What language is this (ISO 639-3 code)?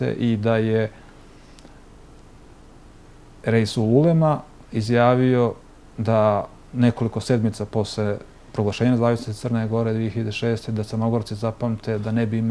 bos